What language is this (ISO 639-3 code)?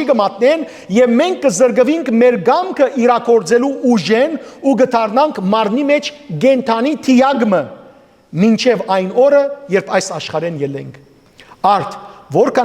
hyw